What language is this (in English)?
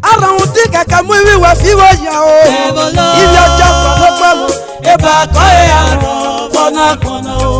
Esan